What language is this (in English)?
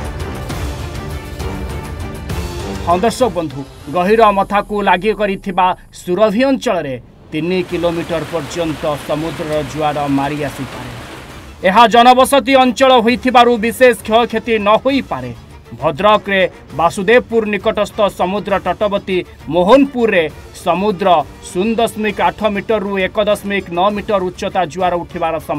Odia